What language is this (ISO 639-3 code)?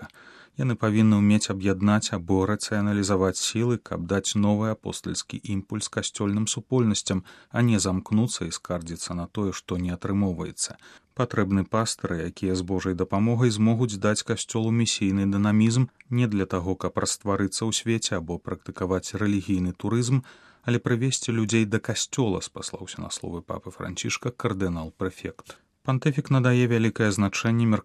bel